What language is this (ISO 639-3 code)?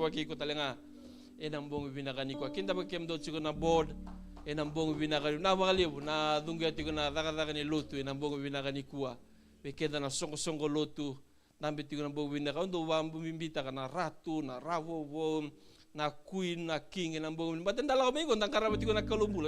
fij